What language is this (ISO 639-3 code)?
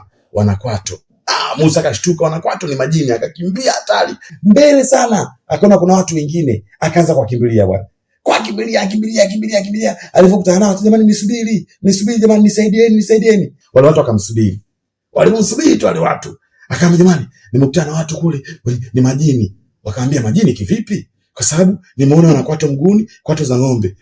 swa